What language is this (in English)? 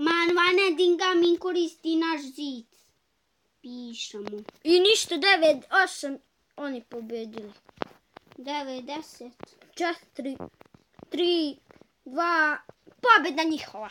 Bosnian